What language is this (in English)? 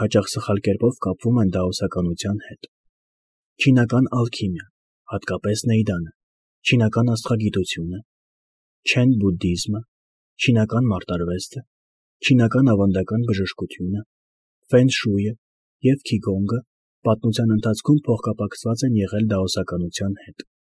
Armenian